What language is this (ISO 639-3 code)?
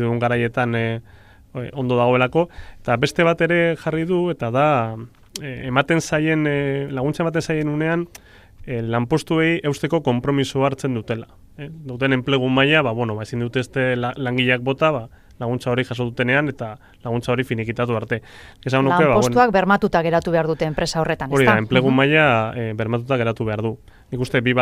eus